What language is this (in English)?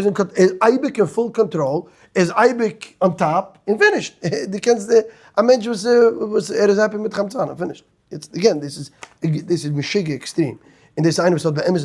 Yiddish